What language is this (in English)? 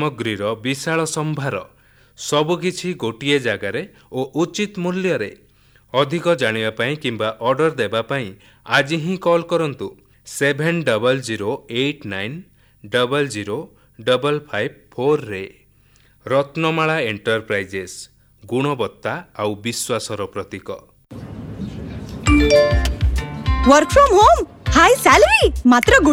Odia